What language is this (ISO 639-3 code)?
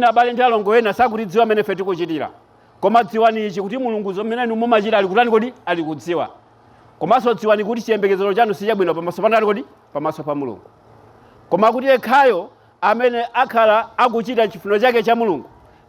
nya